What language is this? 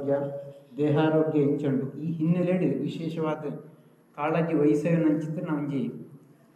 Tulu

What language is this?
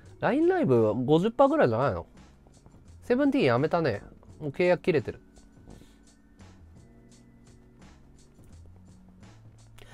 Japanese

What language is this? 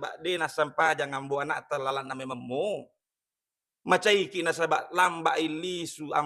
Buginese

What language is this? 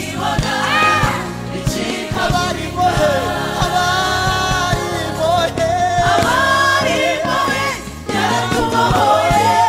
Kinyarwanda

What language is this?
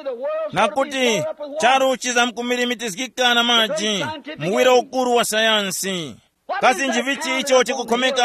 Tumbuka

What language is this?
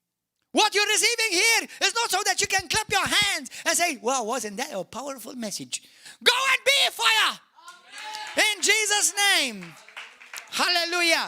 English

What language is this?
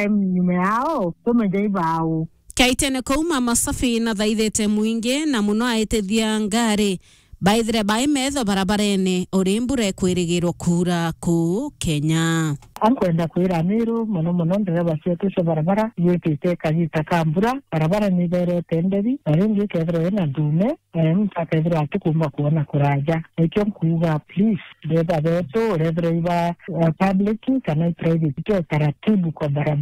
Meru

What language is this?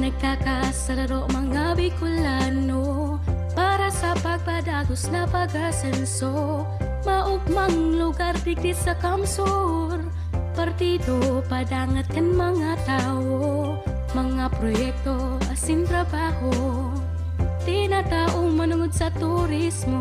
Bikol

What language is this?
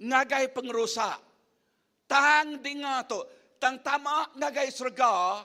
Iban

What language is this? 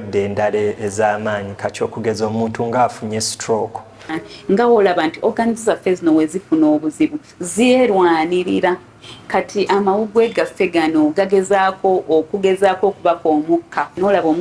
Ganda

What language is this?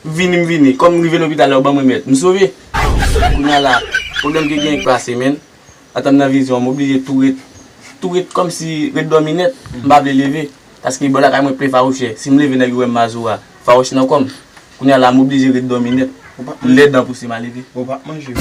Haitian Creole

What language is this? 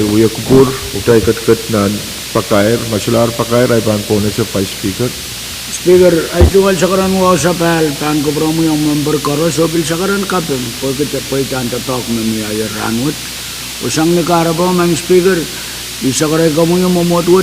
Pohnpeian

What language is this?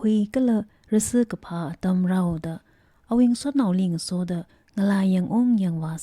Tangkhul Naga (India)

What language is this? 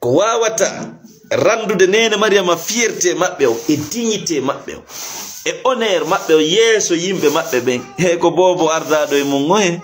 Fula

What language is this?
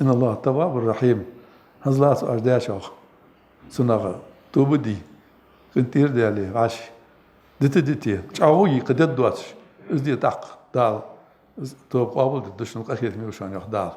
Ingush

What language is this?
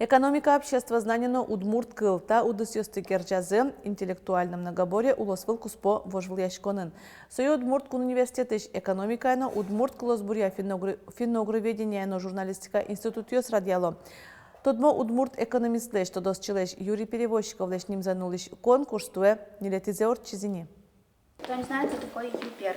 Udmurt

